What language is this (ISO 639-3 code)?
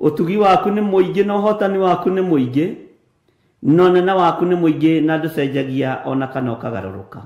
kik